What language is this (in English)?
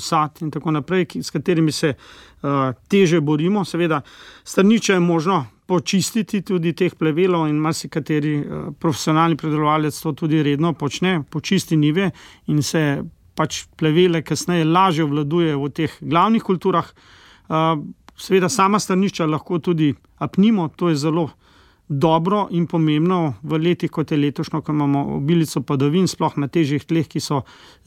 Slovenian